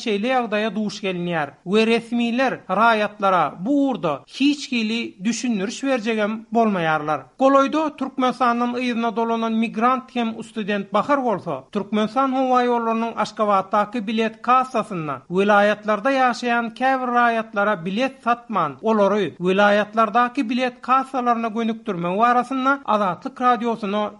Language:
Turkmen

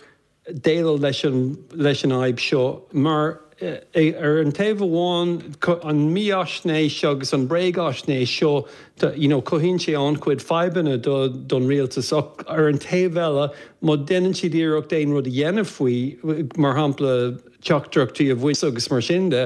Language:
Irish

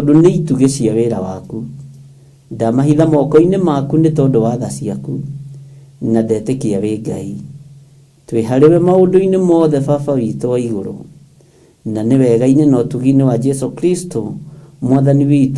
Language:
Kikuyu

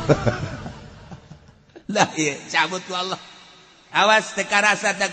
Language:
Sundanese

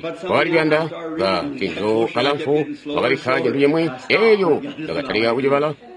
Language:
Tonga (Zambia)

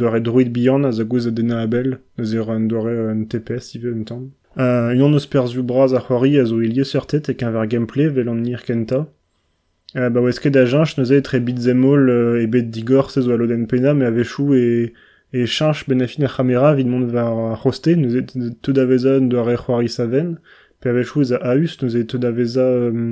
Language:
Breton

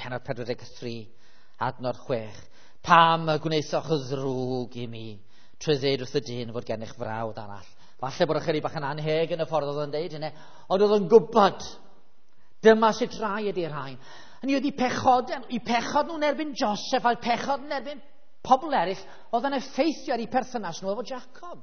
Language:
Welsh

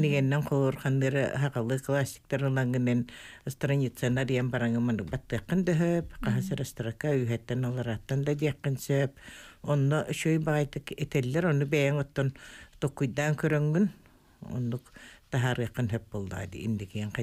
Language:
Yakut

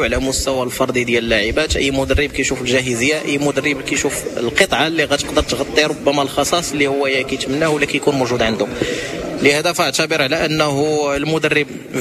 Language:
Moroccan Arabic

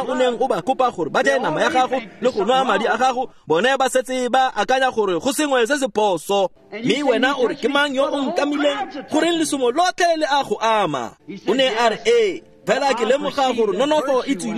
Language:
Tswana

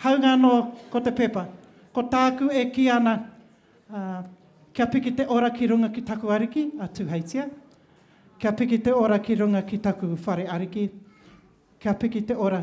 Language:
Māori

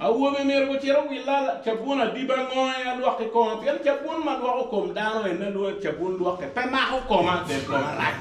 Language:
Acoli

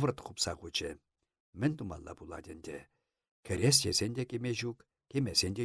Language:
Chuvash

